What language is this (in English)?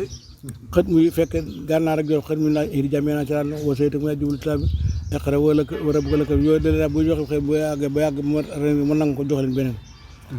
Wolof